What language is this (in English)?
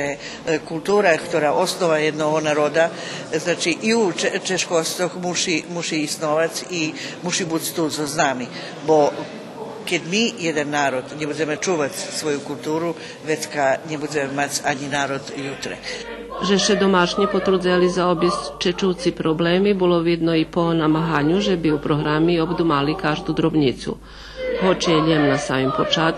Rusyn